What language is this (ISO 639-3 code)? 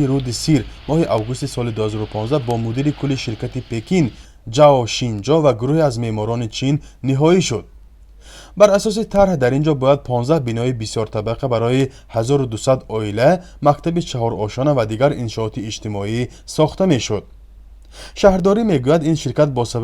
tgk